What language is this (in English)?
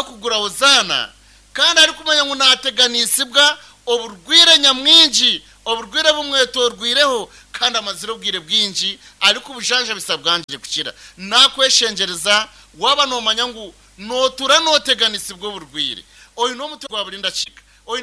Nyankole